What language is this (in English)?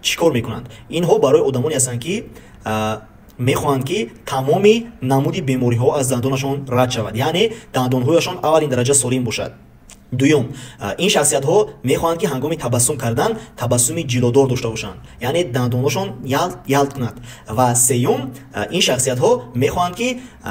Tajik